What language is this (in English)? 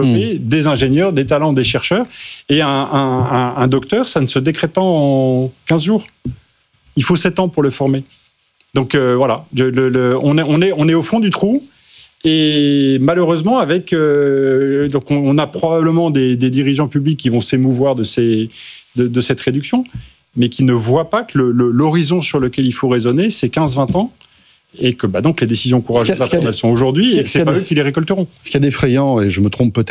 French